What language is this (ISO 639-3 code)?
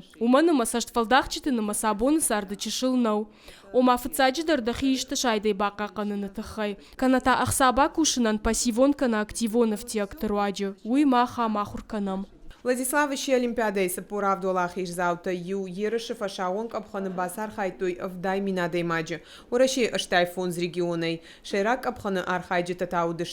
oss